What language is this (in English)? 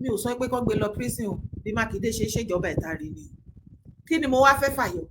Yoruba